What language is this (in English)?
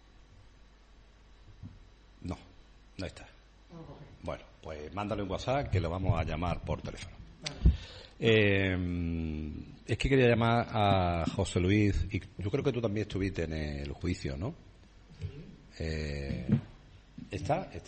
Spanish